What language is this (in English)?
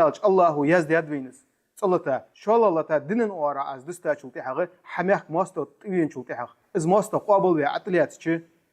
Ingush